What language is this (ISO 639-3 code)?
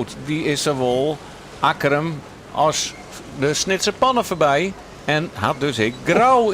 fry